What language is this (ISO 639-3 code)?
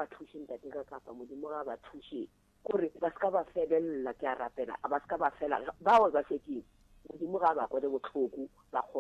nso